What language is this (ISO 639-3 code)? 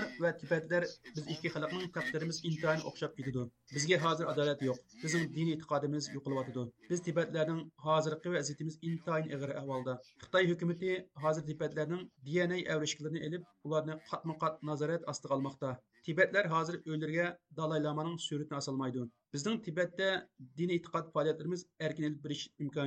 uig